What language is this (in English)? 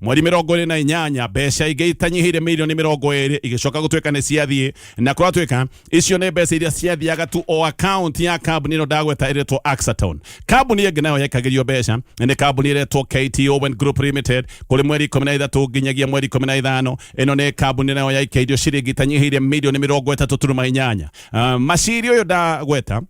Kikuyu